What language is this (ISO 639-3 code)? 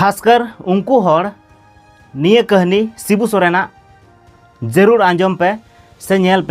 sat